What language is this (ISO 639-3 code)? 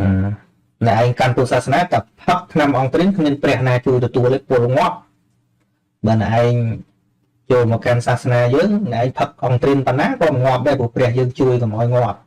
khm